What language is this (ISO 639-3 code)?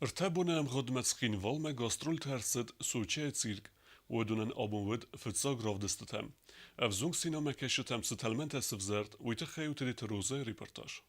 oss